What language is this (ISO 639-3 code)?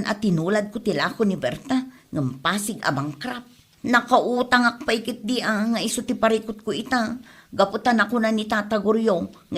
ilo